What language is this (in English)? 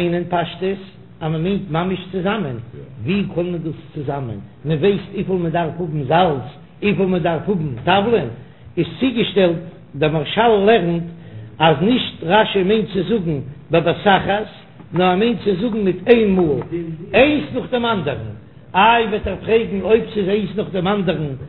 Yiddish